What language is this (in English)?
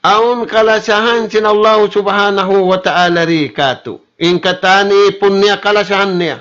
Tausug